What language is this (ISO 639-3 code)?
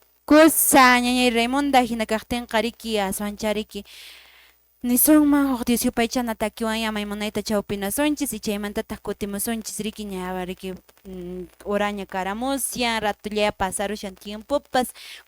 que